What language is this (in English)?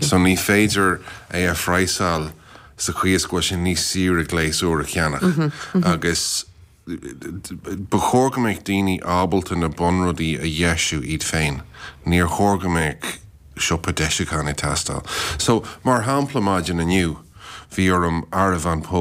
Irish